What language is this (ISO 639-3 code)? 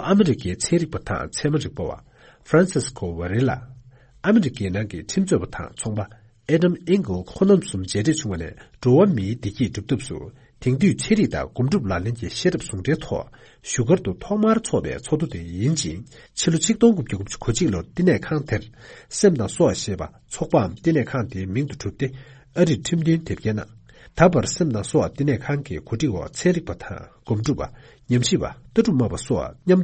bod